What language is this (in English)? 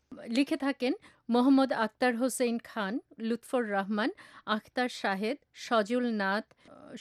Bangla